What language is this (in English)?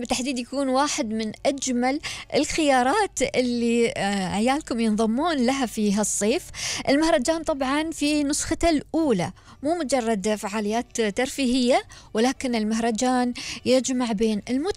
Gulf Arabic